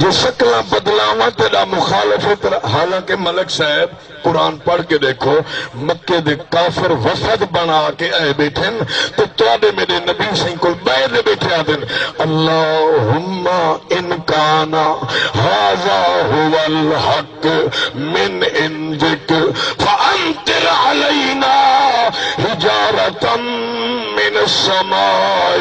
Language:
Saraiki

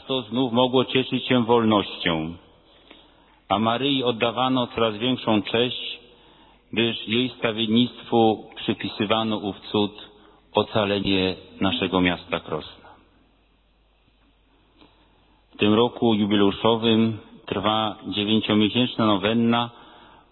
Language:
Polish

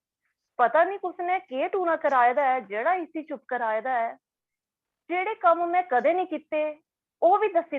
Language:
Dogri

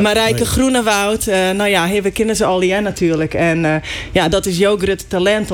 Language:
Western Frisian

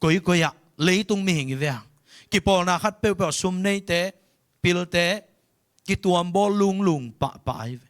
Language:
Tedim Chin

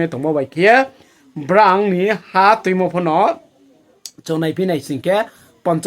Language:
Riang (India)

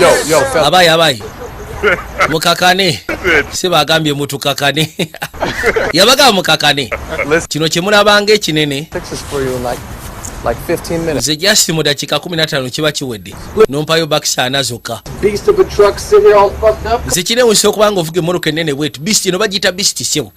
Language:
Ganda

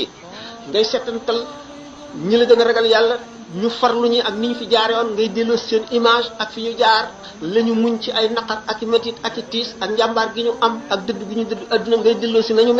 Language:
Wolof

